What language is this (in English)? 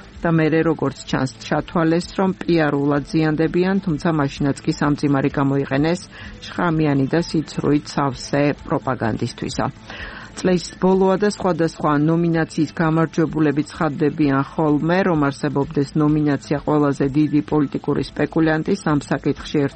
Georgian